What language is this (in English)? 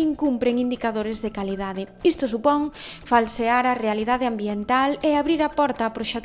Galician